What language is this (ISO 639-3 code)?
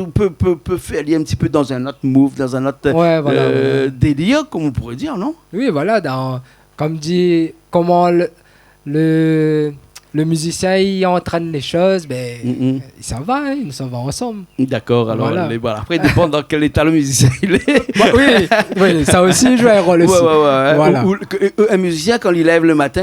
rcf